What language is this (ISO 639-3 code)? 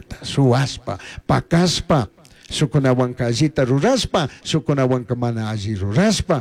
qug